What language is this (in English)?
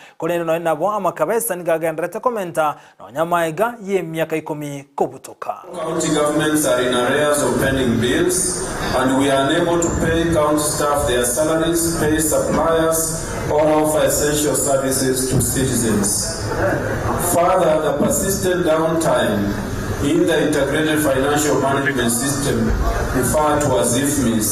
Gusii